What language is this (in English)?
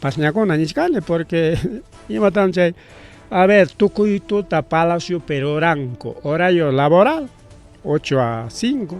Ayacucho Quechua